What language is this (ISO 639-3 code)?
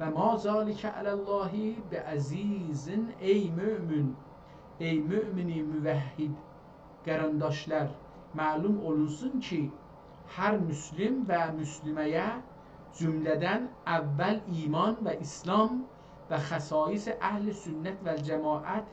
azb